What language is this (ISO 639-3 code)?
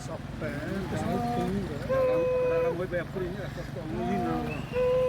xav